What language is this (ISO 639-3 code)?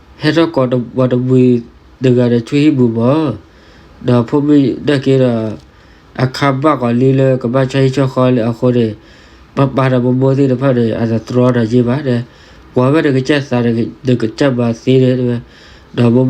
ksw